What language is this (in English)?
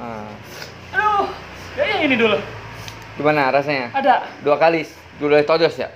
Betawi